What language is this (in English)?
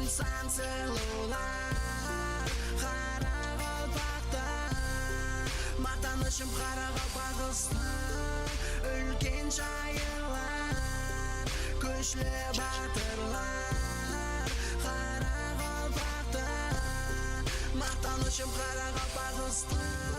Kara-Kalpak